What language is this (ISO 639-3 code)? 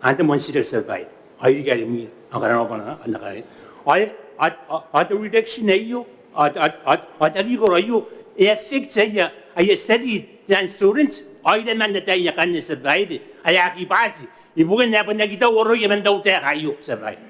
gil